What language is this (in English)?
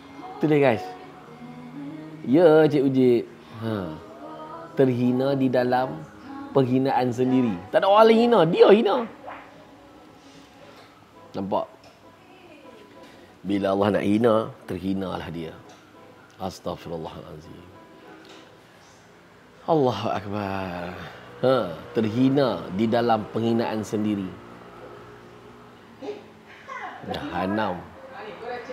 Malay